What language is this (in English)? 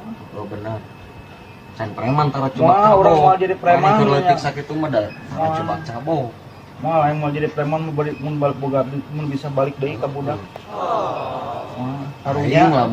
Sundanese